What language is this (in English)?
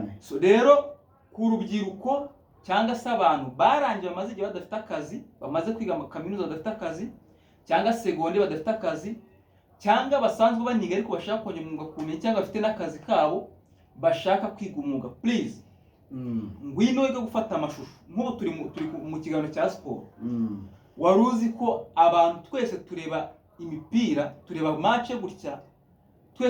Kinyarwanda